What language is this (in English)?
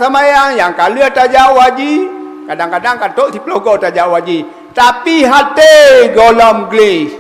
Achinese